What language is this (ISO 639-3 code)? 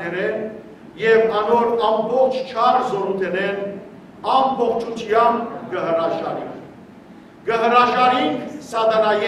hyw